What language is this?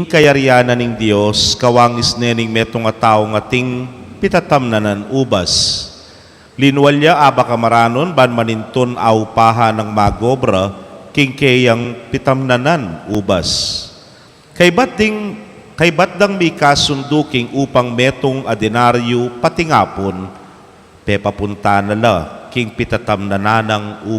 Pampanga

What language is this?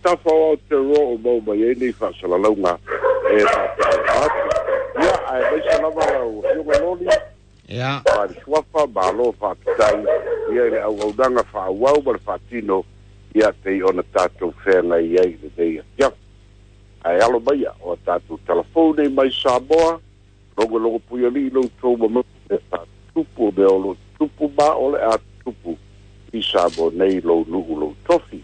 Samoan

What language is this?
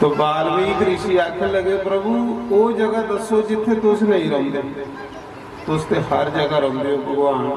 Dogri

